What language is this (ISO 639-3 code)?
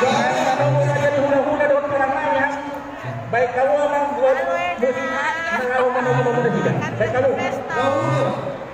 bbc